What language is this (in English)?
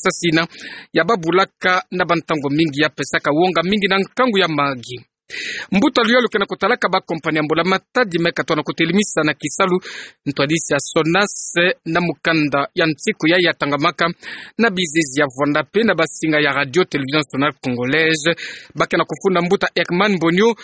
Kituba (Democratic Republic of Congo)